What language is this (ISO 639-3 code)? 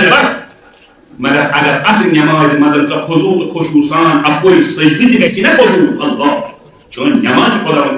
kas